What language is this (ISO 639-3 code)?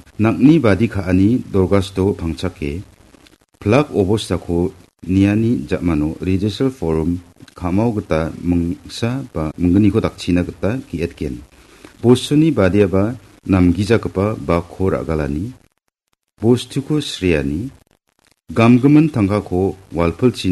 grt